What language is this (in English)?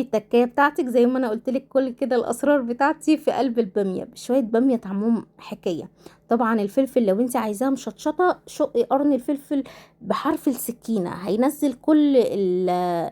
Egyptian Arabic